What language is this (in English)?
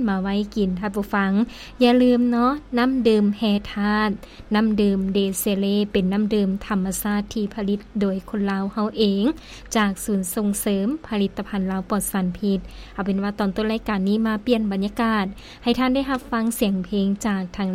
Lao